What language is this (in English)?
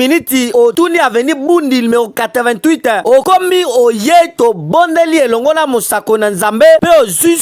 Lingala